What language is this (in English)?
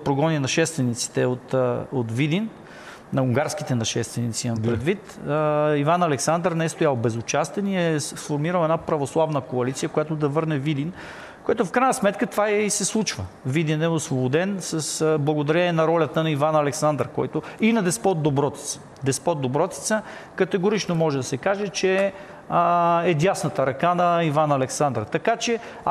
Bulgarian